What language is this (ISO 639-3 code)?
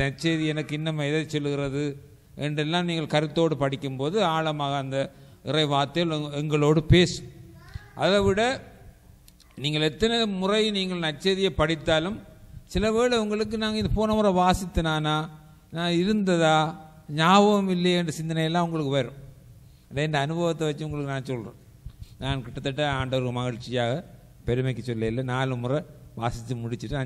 tam